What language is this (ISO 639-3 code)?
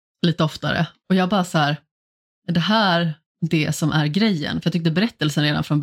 swe